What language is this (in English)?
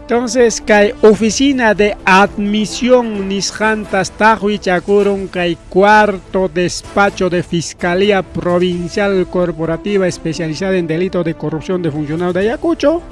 Ayacucho Quechua